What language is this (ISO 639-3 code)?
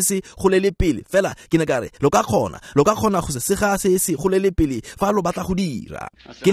tsn